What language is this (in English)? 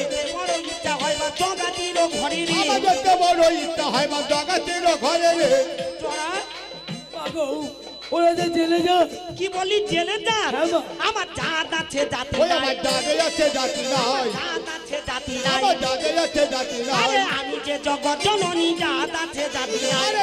Bangla